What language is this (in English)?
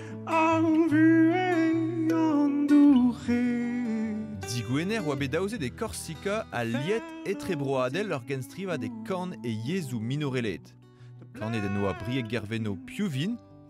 Breton